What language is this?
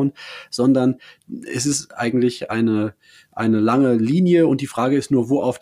German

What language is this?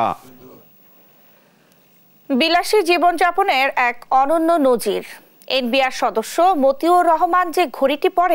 Bangla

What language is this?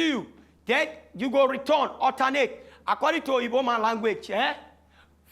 Nigerian Pidgin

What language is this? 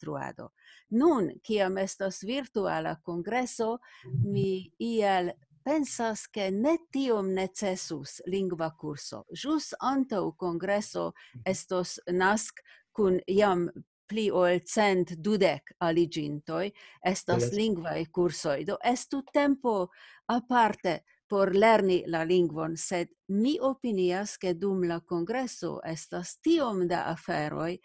Esperanto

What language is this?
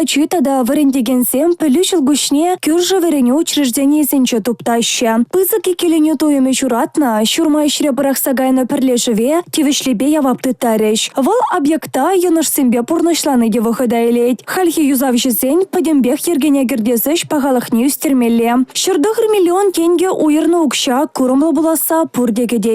Chuvash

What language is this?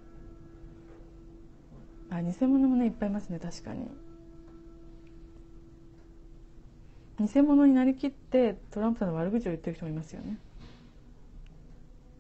Japanese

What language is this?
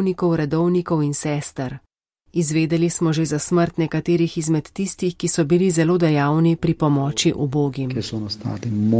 Slovenian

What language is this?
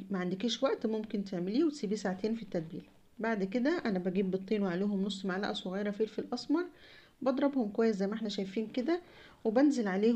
Egyptian Arabic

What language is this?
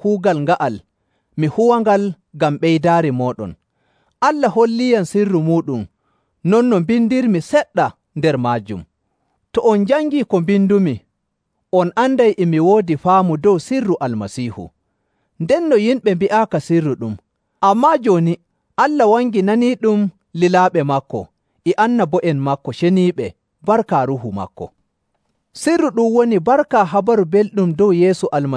Nigerian Fulfulde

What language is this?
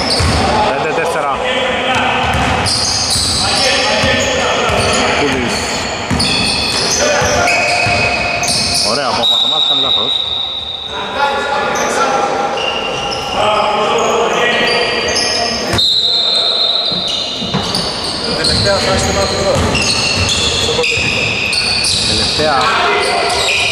Greek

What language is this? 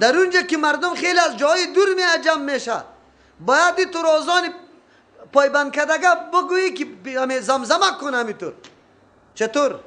Persian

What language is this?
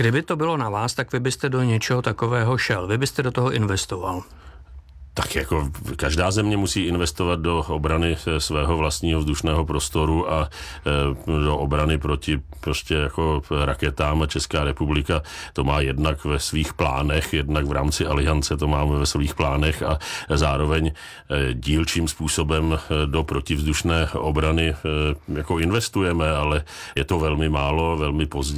Czech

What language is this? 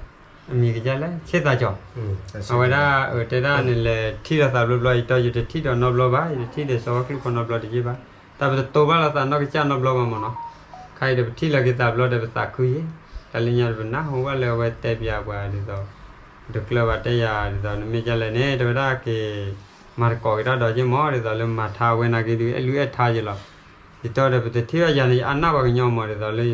S'gaw Karen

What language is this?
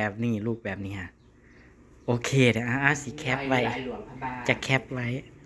Northeastern Thai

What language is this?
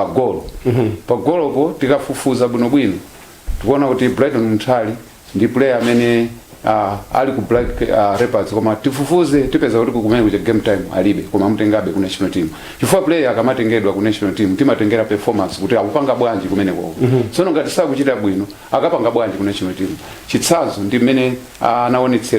Nyanja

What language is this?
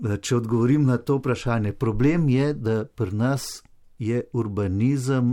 Slovenian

